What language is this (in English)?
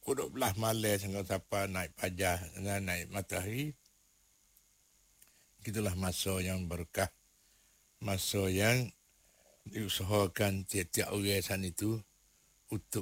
Malay